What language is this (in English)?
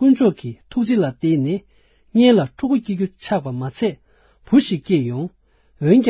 Tibetan